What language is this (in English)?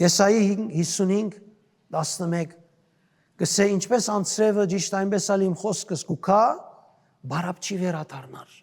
Western Armenian